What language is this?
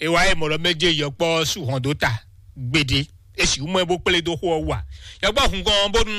Fon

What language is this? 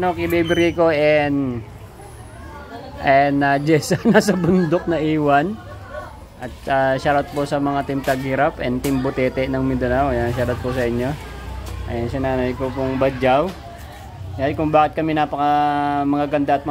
Filipino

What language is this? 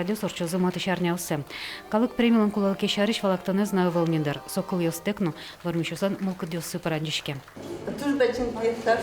Udmurt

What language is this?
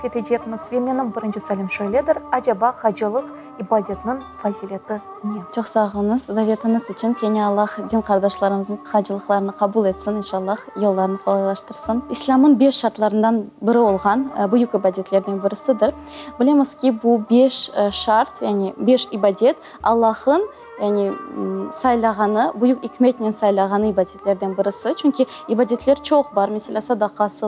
Crimean Tatar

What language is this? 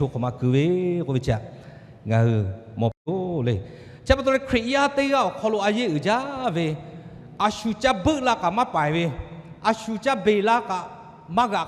Lahu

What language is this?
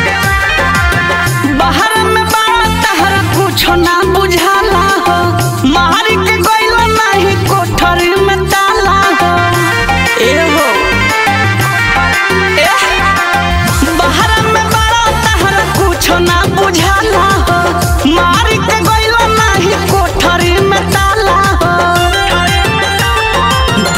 Bhojpuri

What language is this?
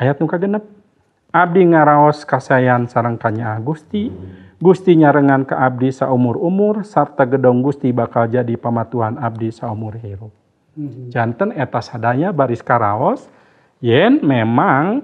Sundanese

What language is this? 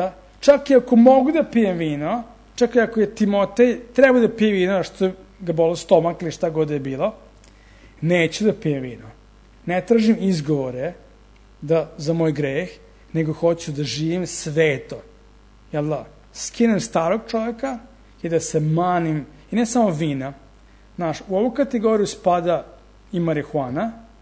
Serbian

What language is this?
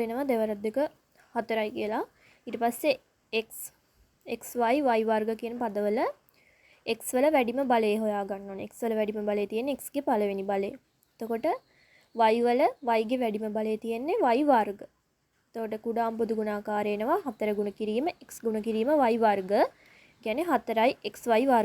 Sinhala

